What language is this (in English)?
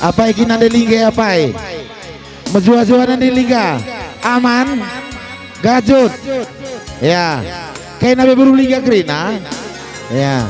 Batak Karo